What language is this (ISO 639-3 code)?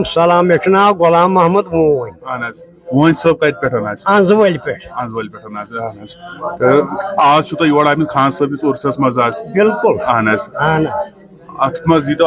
kas